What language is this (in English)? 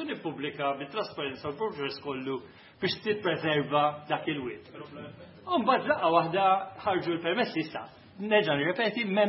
Maltese